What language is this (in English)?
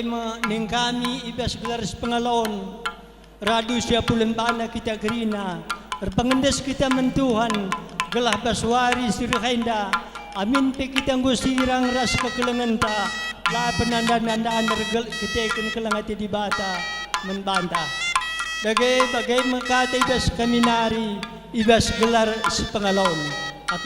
Batak Karo